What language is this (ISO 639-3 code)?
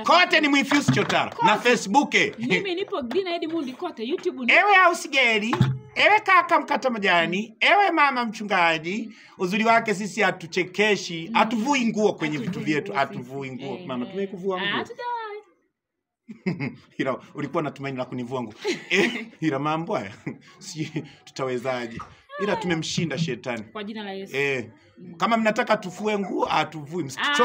swa